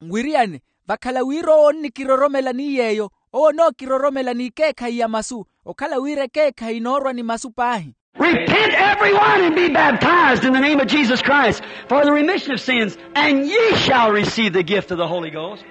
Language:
Makhuwa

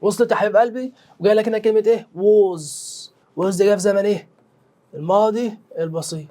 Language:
Egyptian Arabic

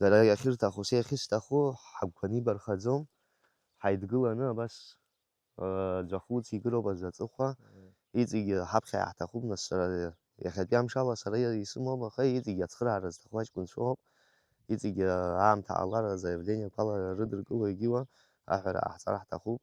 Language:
Abkhazian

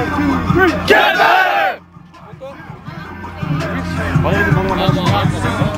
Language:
Dutch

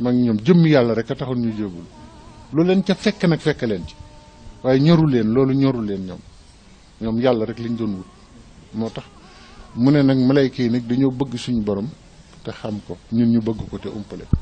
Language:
Wolof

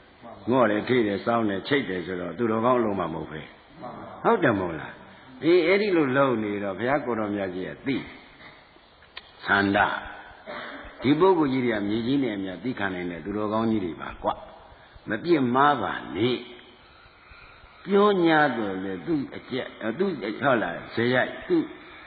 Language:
Burmese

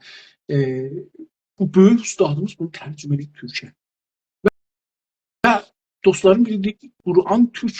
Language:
South Azerbaijani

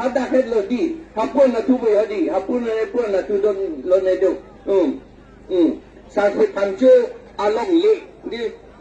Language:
Karbi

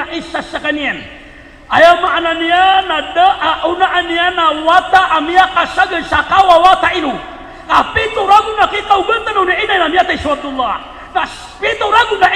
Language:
Maranao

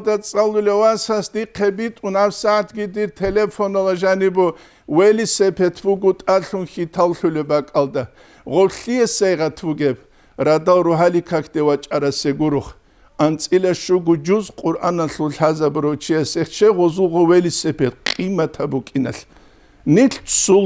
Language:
Avaric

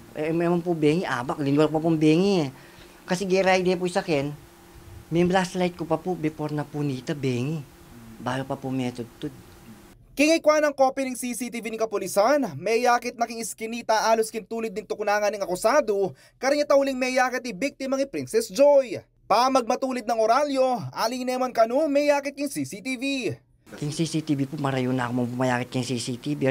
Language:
Pampanga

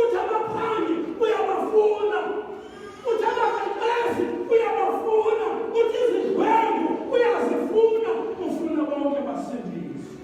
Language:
Xhosa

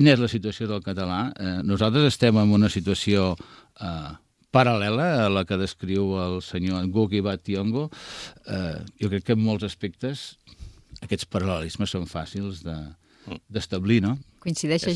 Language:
Catalan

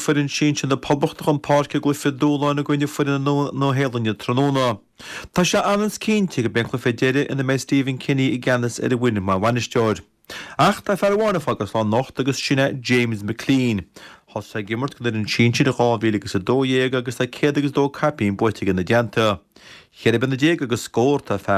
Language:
Irish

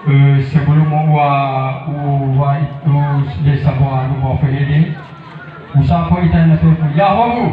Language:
Nias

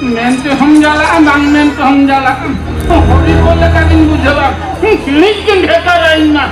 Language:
Santali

